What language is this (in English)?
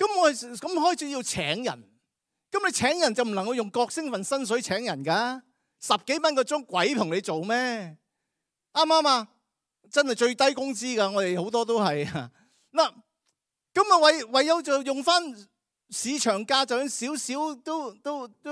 Cantonese